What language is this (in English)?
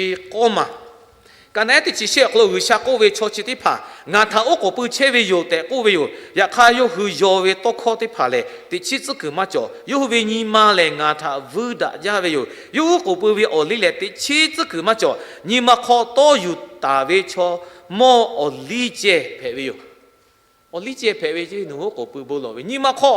Lahu